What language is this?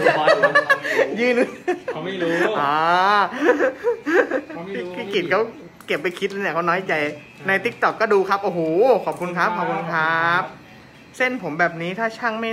Thai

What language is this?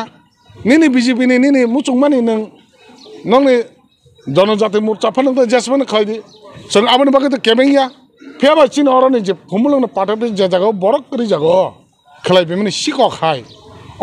Kok Borok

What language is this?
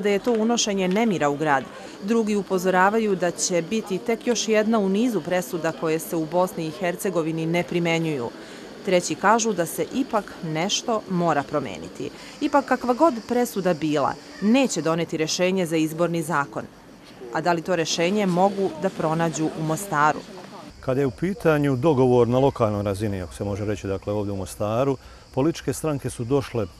Bosnian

